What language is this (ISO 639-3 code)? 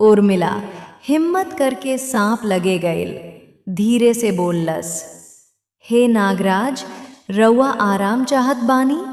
bho